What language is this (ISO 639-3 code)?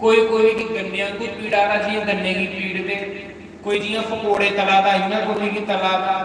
doi